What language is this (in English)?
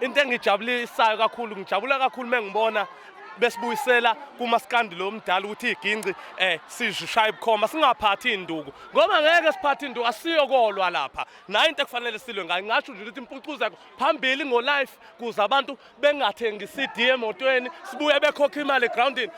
Zulu